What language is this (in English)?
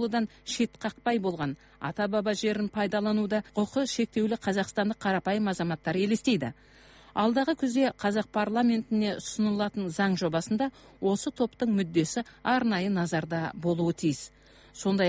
Kazakh